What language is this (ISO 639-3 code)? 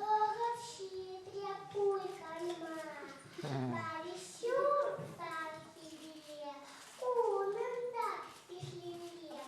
chv